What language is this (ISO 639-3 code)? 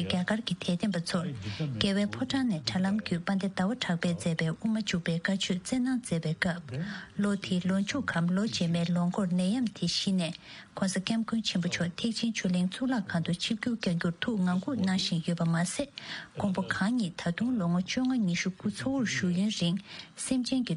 bod